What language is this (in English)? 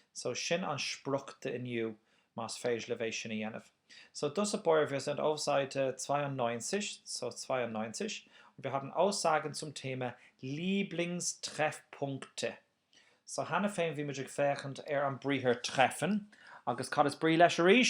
Irish